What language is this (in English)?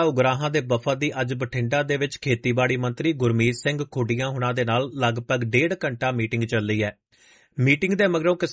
Punjabi